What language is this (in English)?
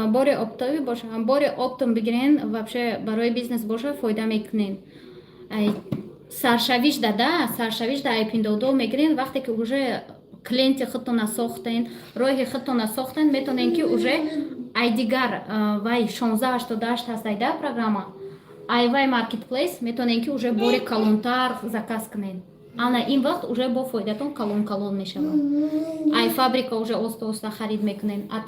Tajik